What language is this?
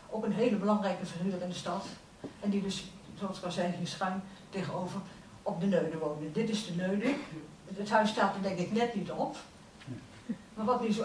Dutch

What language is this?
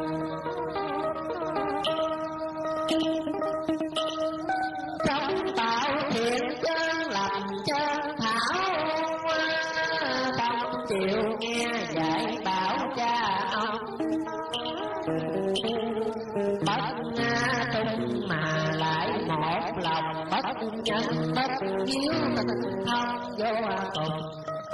Vietnamese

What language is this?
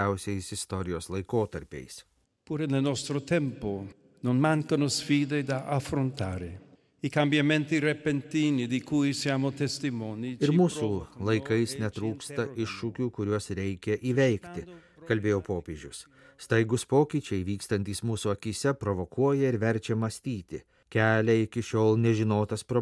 Lithuanian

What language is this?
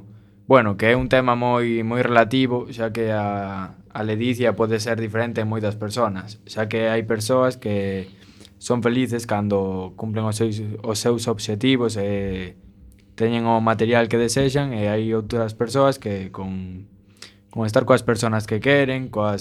Galician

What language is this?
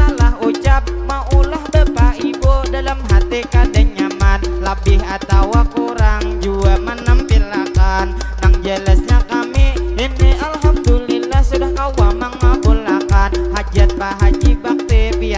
Banjar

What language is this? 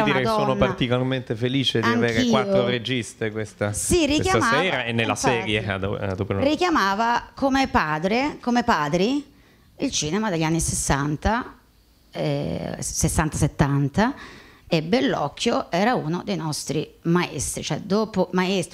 Italian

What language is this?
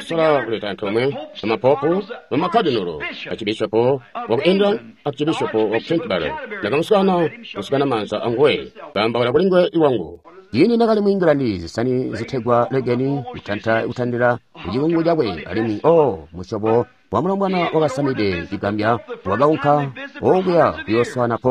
Tonga (Zambia)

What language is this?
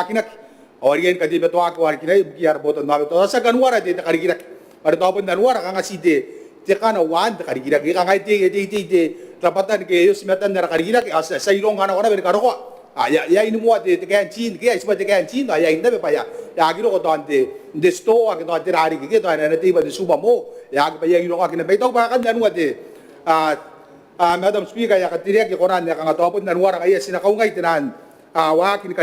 Gilbertese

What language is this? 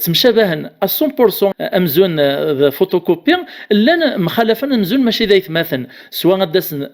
Kabyle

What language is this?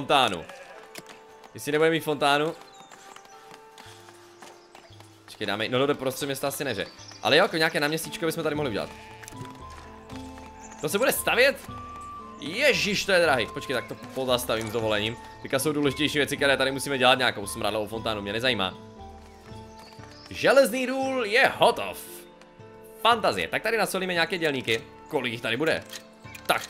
Czech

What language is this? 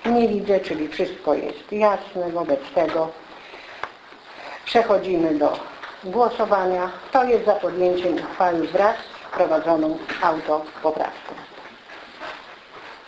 Polish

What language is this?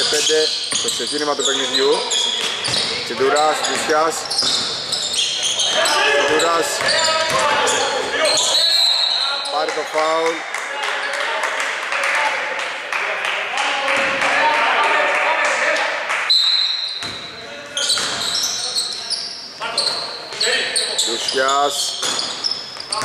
Greek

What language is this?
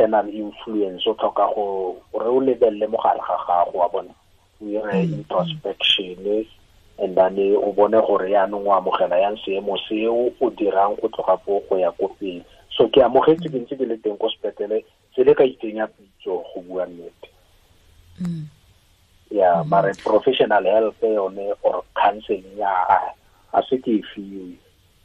Tswana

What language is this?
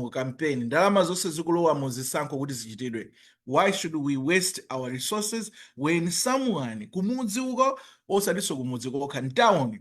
Nyanja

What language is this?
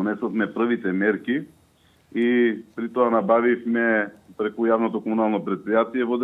Macedonian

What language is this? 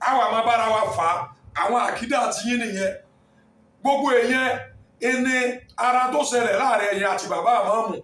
Yoruba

